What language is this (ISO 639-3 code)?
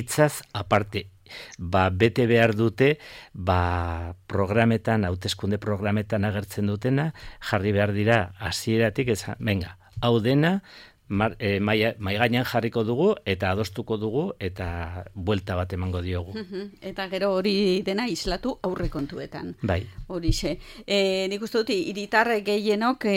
eus